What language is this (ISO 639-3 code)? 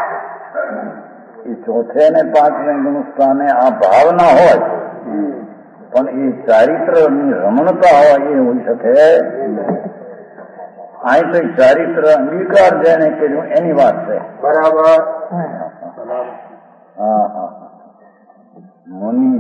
guj